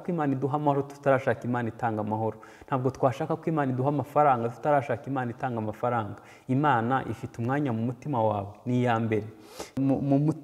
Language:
Kinyarwanda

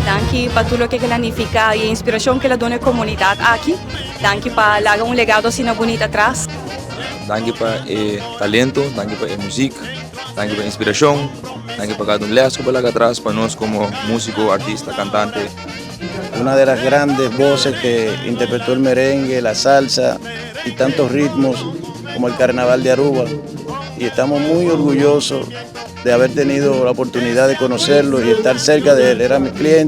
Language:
Papiamento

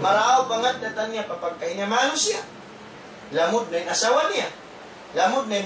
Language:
Tausug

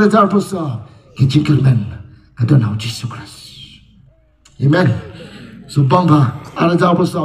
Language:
Khasi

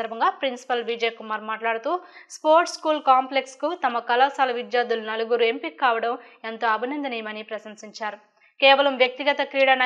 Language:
Telugu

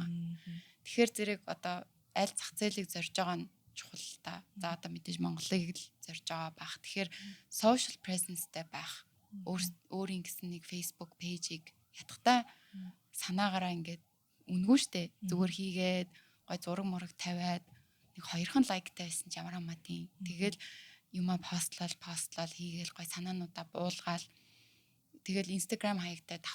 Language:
Mongolian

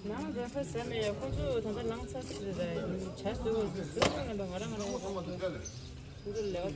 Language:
Tibetan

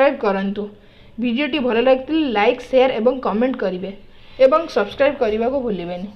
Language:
Odia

